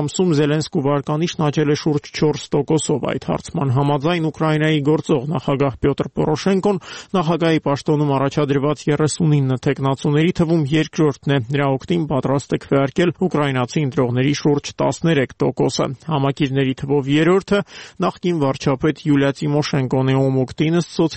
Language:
Armenian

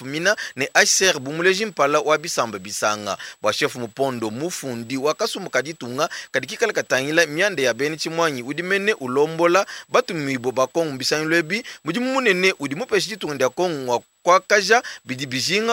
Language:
Luba-Lulua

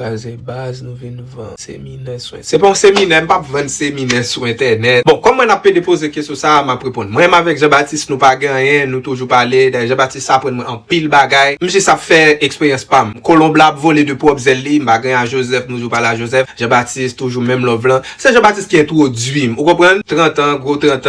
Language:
Haitian Creole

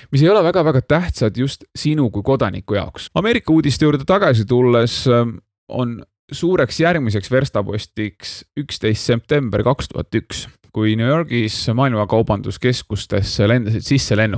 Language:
Estonian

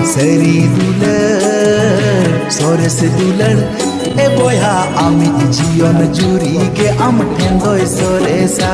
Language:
Santali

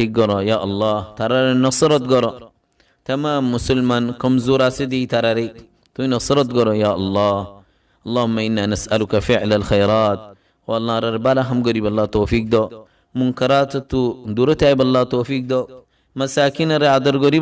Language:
Rohingya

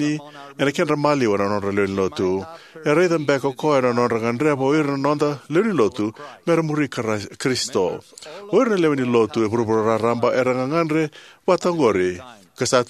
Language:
Fijian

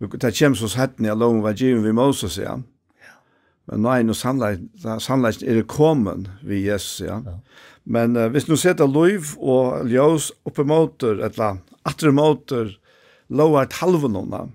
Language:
Faroese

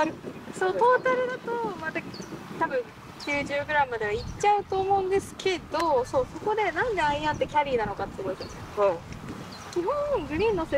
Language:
Japanese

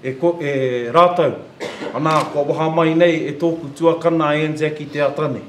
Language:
Māori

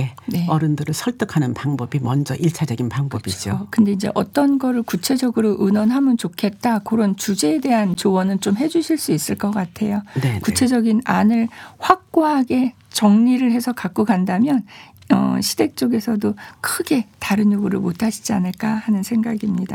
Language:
Korean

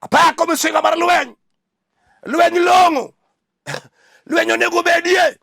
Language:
Luo (Kenya and Tanzania)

